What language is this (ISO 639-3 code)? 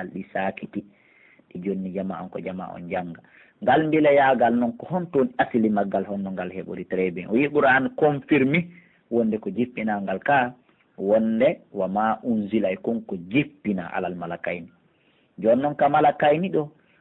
fuf